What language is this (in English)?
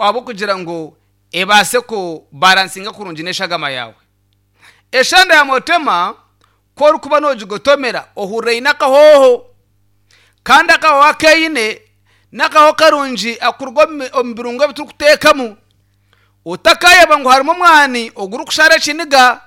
Nyankole